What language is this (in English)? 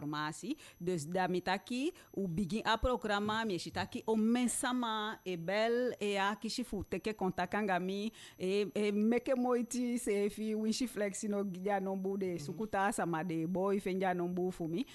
Eastern Maroon Creole